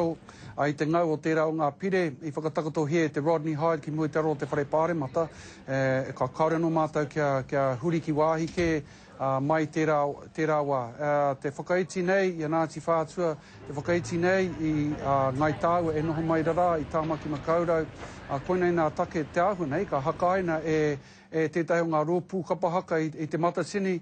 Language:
Māori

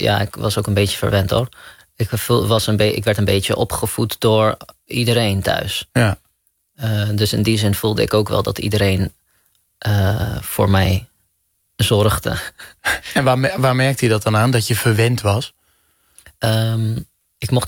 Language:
Dutch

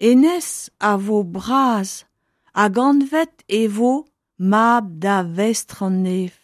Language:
Breton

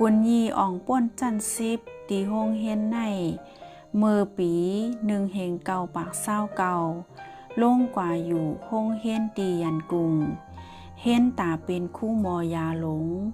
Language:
Shan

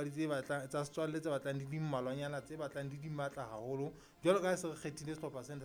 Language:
Southern Sotho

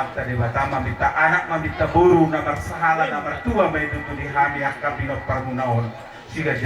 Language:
Batak Toba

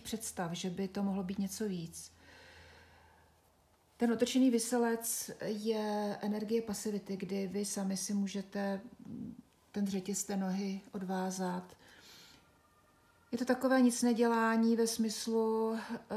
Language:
Czech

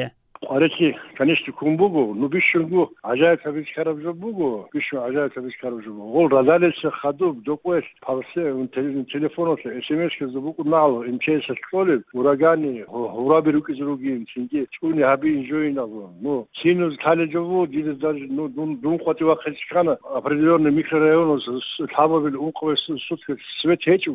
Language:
Avaric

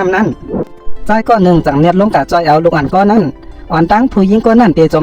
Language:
Shan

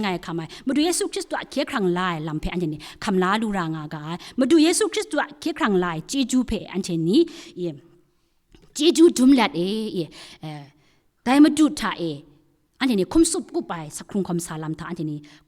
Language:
Kachin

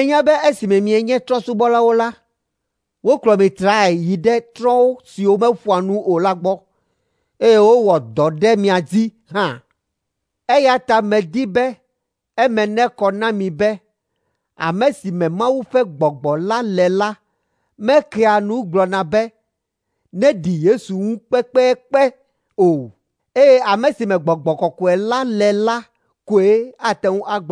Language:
Ewe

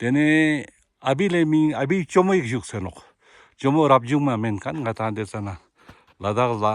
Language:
Ladakhi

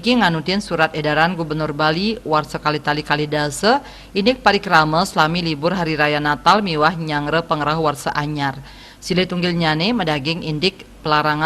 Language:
Balinese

